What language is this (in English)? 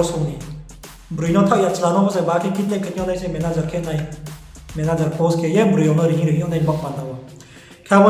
Riang (India)